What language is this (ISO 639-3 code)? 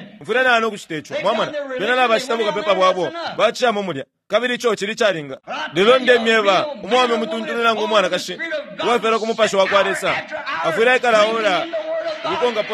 bem